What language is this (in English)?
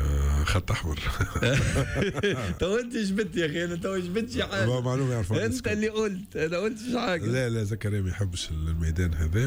Tunisian Arabic